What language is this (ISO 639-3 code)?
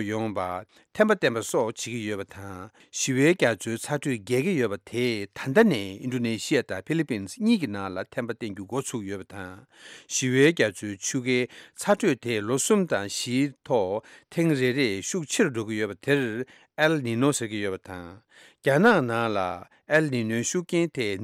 bod